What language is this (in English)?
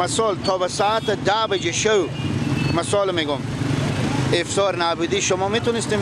Persian